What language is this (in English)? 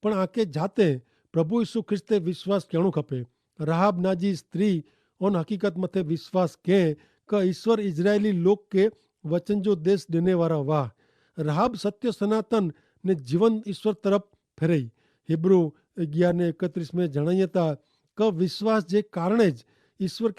Kachhi